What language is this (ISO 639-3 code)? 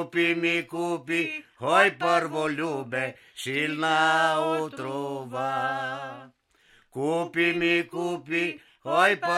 slv